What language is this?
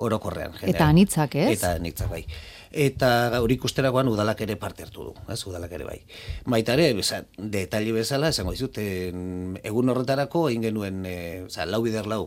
Basque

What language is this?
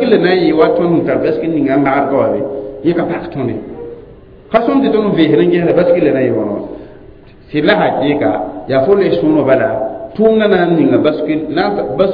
Mossi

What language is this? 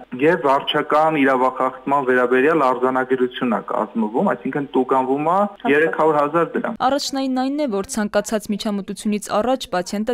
Armenian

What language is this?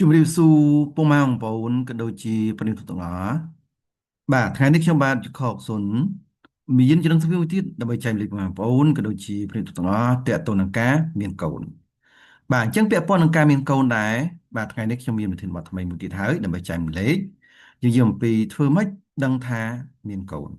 Khmer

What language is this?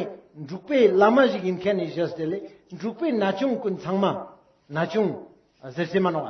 Ladakhi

